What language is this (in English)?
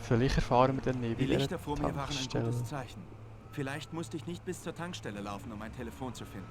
Swiss German